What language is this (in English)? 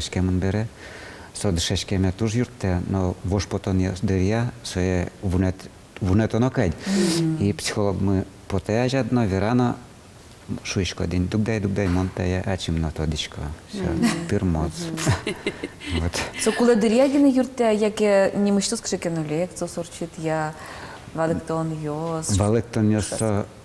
Udmurt